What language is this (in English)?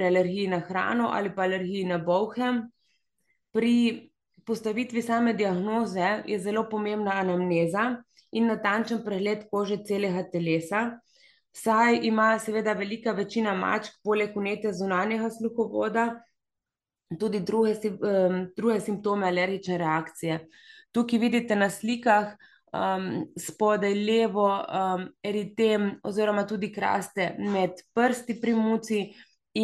Slovenian